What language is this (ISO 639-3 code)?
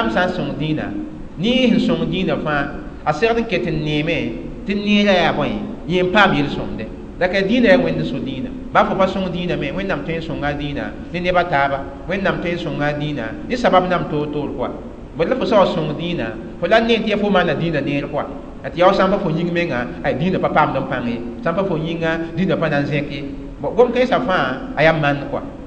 mos